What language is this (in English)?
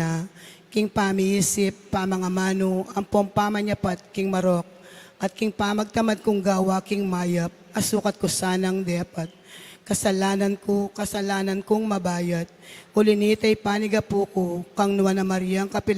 Pampanga